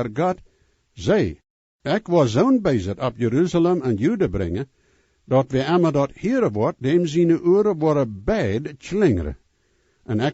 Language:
Plautdietsch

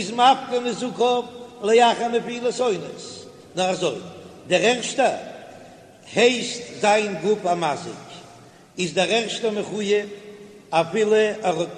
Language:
Yiddish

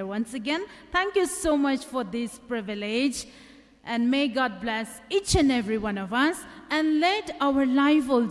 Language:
Poumei Naga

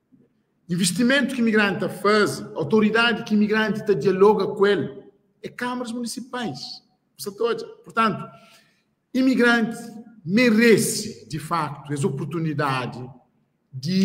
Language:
Kabuverdianu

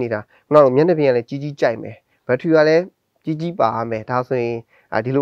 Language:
Burmese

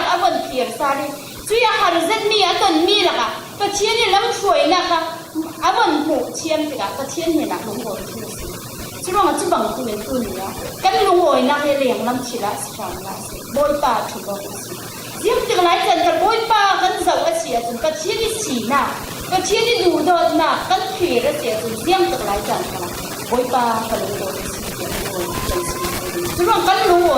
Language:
Falam Chin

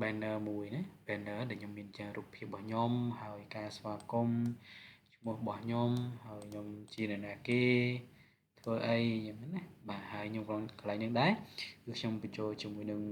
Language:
Khmer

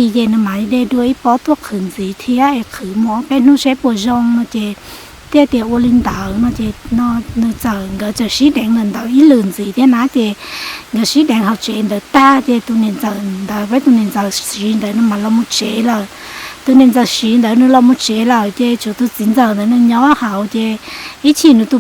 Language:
Hmong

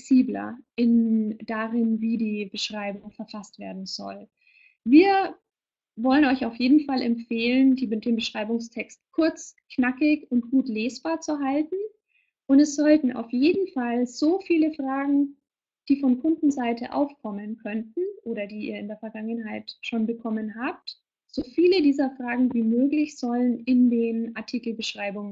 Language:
German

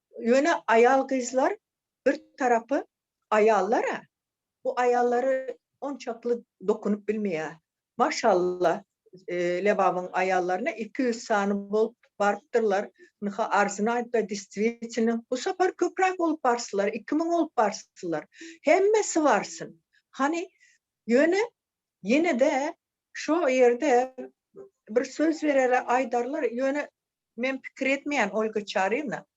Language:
Turkmen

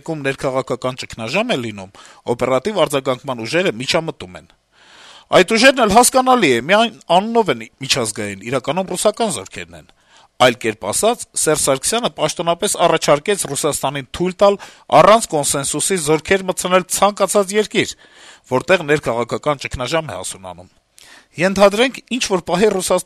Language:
Armenian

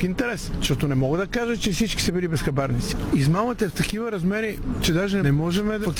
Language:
Bulgarian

